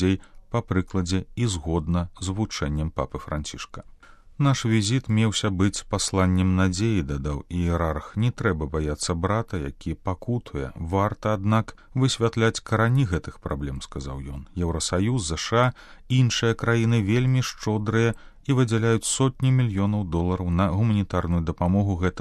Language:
Belarusian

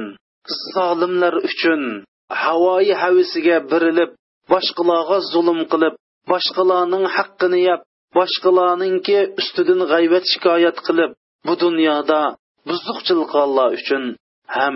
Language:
Uyghur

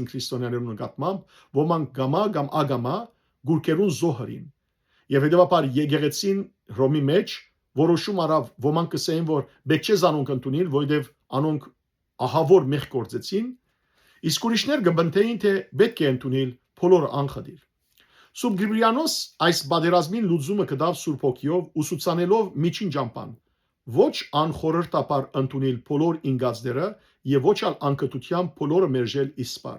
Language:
Western Armenian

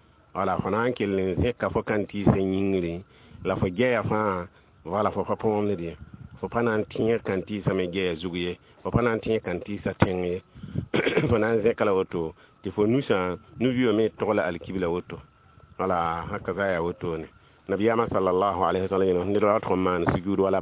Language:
Mossi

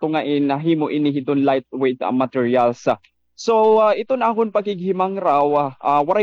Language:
Waray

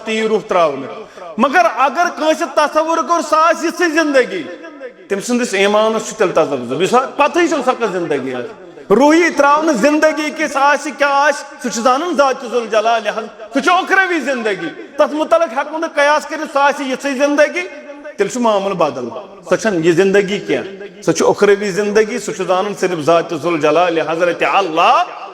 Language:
Kashmiri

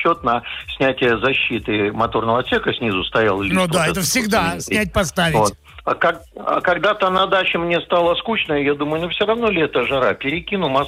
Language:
Russian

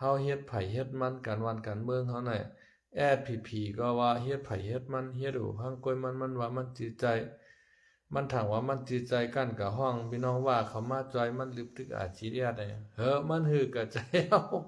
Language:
Shan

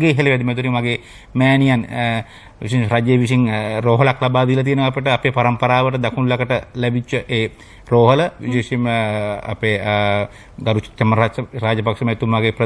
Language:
Sinhala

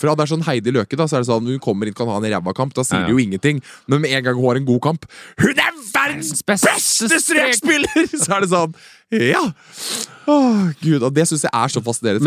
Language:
Norwegian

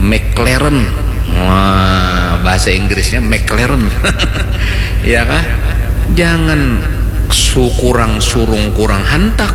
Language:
Banjar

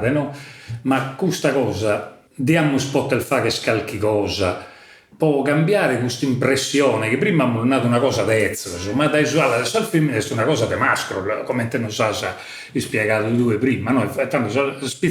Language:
Sardinian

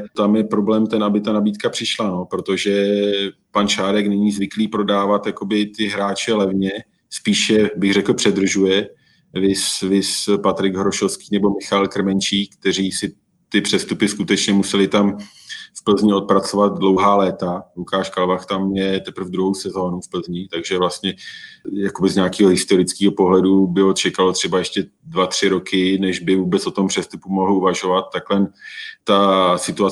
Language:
Czech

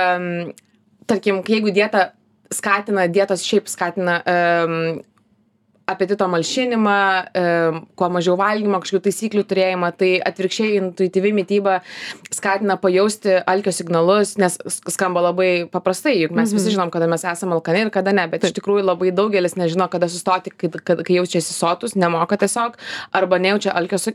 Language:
Lithuanian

